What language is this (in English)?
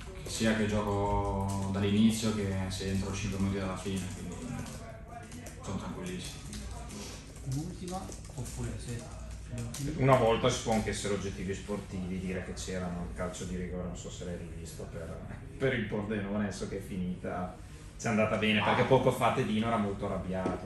Italian